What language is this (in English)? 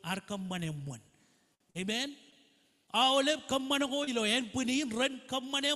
Marshallese